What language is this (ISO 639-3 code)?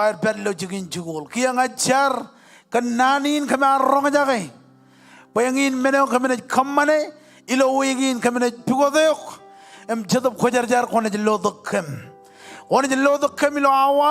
mah